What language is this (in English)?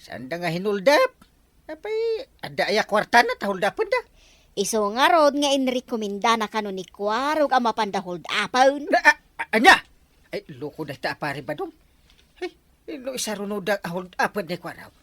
Iloko